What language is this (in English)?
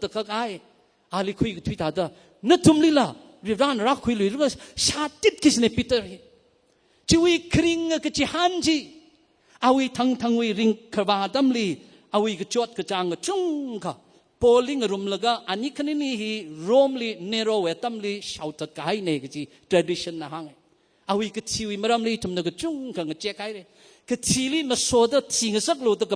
Tangkhul Naga (India)